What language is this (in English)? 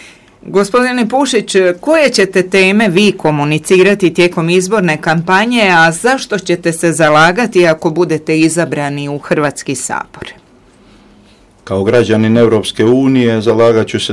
Croatian